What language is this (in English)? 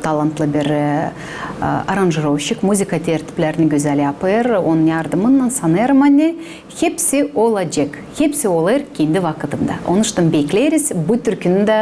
Gagauz